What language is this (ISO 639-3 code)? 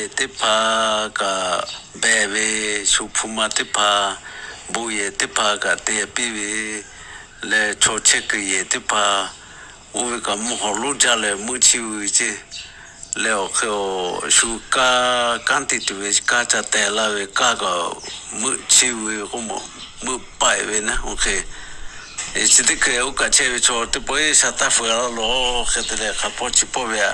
lhu